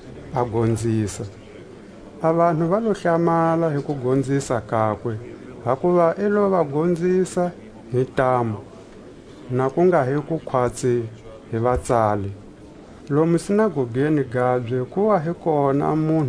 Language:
Tswa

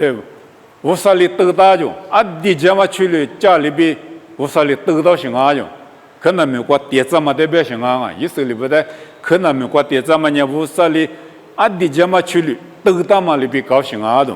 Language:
Lisu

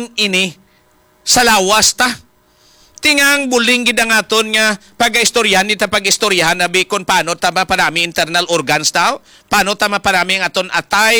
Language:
Hiligaynon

